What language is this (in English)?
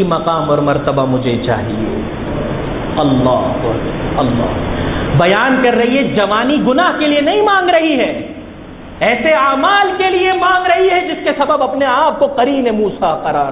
Urdu